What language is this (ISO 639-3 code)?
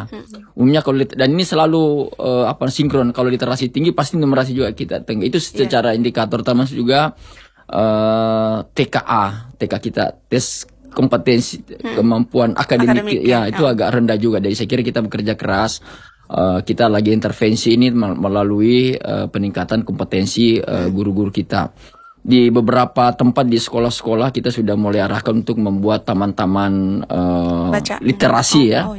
ind